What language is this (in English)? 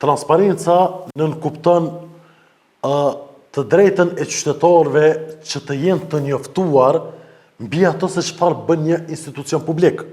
Albanian